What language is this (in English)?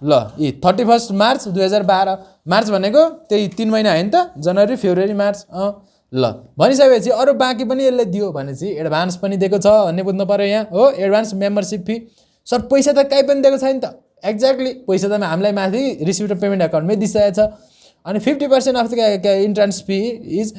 Nepali